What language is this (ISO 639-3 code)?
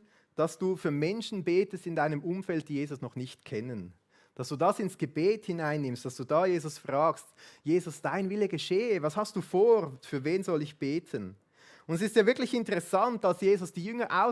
gsw